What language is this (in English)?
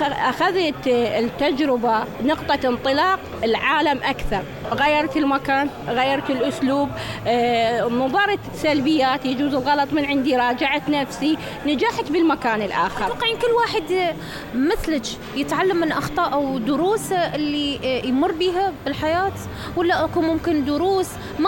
Mesopotamian Arabic